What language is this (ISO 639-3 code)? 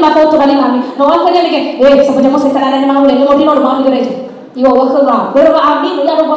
nia